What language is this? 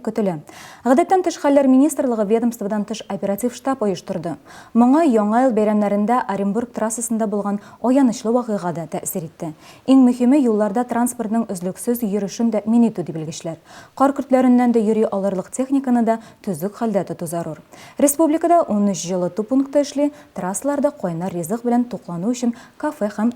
Tatar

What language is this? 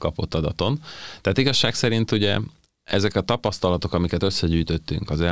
Hungarian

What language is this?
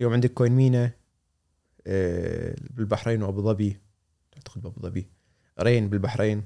Gulf Arabic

